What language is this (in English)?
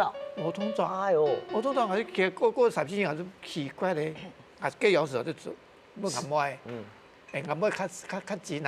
Hakka Chinese